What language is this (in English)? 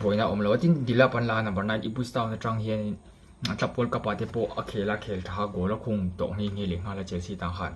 Mizo